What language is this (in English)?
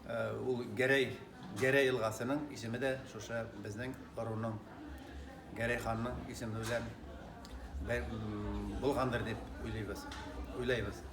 Bashkir